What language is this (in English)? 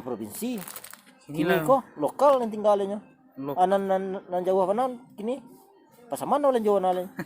Minangkabau